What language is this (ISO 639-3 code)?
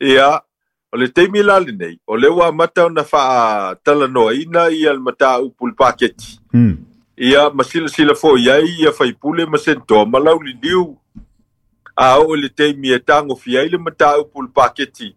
smo